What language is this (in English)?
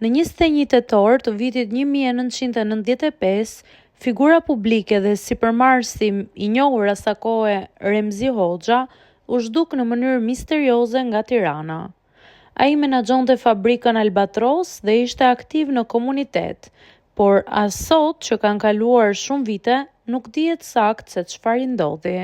Albanian